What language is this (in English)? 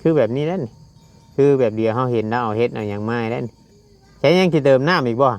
Northeastern Thai